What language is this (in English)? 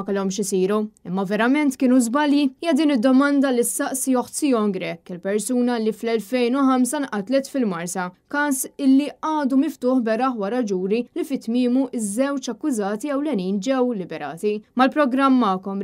Maltese